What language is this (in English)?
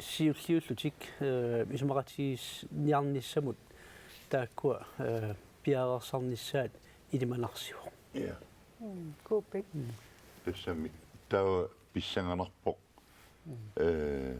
Kalaallisut